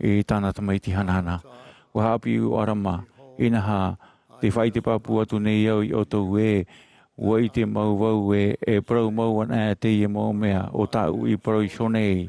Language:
Tahitian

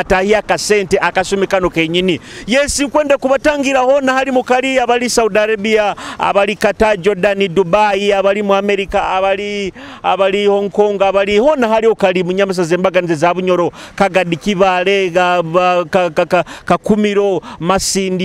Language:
Nyoro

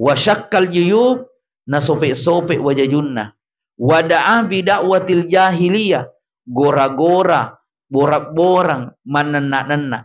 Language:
Buginese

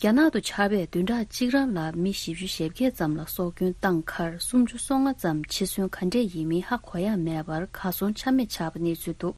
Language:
Tibetan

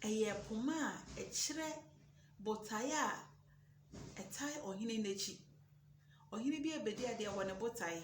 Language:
Akan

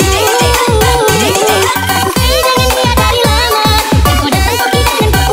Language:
Indonesian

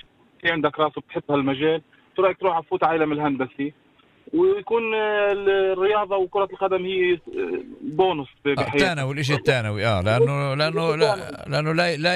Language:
North Levantine Arabic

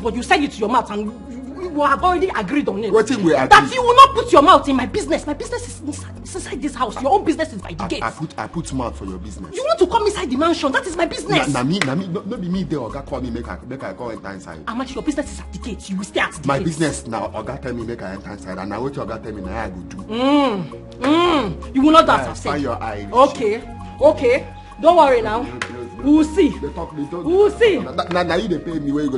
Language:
Nigerian Pidgin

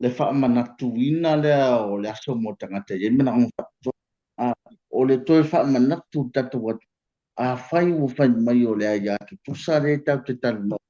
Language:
Samoan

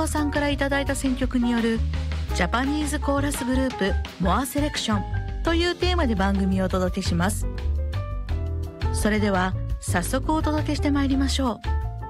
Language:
Japanese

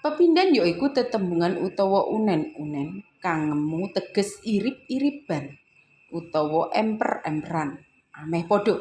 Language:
Javanese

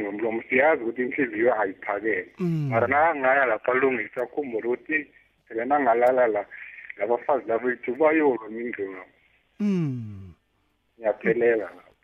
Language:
South Ndebele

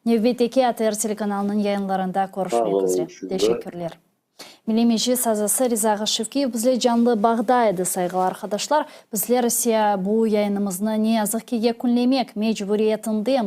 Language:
Crimean Tatar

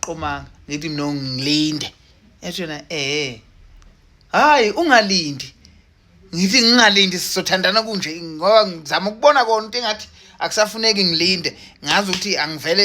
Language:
Zulu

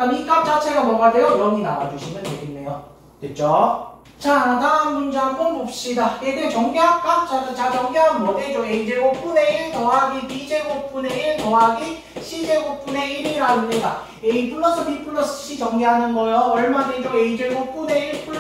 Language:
Korean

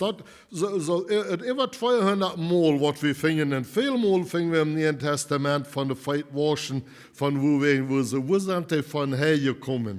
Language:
Plautdietsch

